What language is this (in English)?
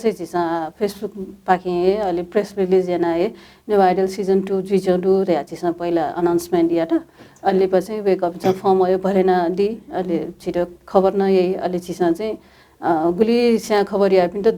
Newari